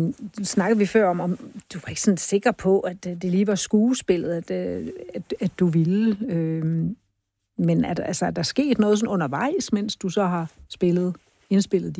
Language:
Danish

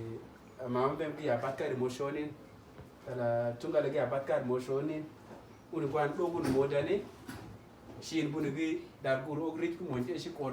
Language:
Uduk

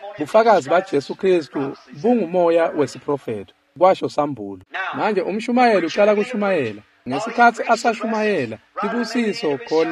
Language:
Swati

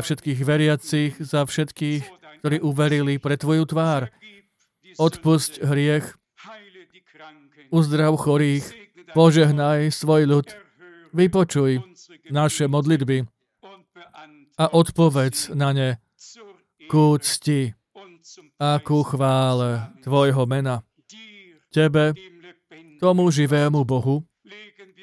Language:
Slovak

